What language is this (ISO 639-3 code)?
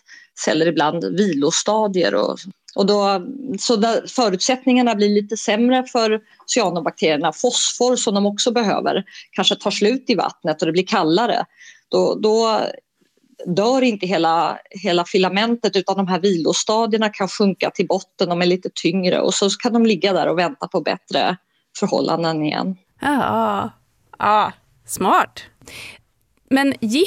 swe